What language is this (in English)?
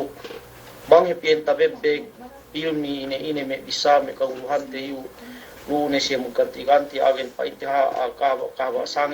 Yakan